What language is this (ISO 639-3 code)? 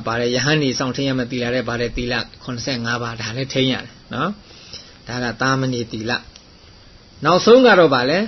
mya